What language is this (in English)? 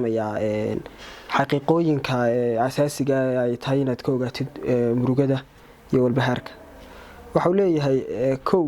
Somali